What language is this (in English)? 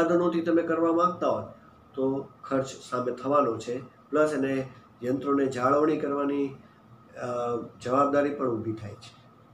Gujarati